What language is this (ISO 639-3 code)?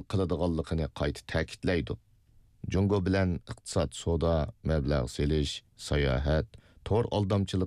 uig